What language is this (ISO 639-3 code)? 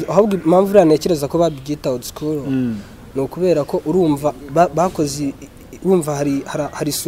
kin